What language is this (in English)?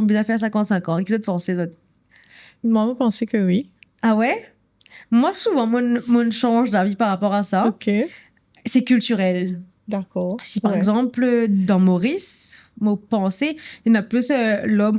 Morisyen